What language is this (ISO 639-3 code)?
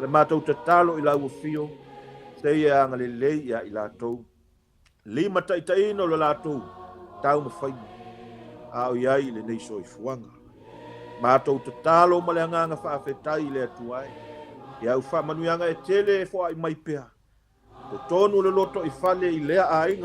smo